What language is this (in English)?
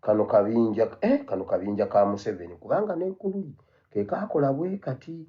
Ganda